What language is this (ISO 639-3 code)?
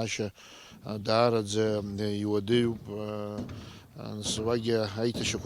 abk